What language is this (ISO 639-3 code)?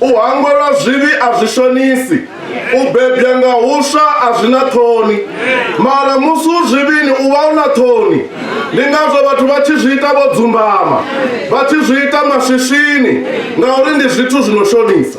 ven